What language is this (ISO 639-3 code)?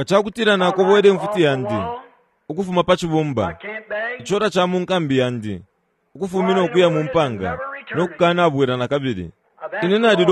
bem